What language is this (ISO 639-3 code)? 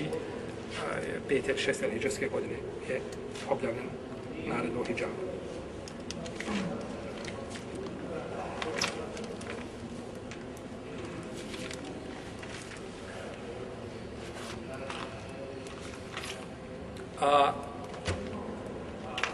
bos